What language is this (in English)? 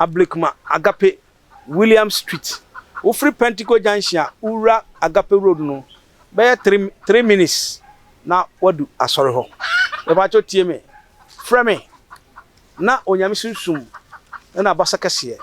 Akan